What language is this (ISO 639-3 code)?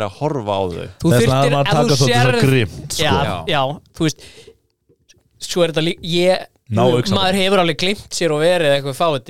isl